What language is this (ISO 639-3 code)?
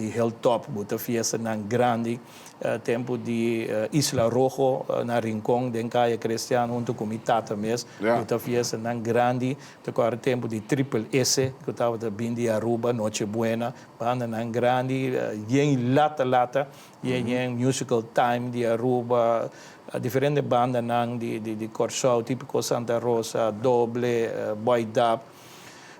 pap